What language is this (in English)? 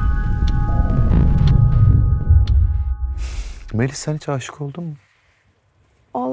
Turkish